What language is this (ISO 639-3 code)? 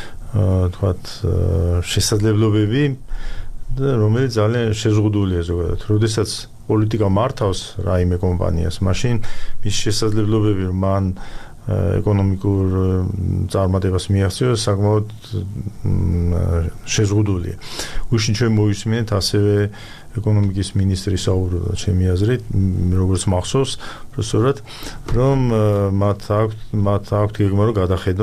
kat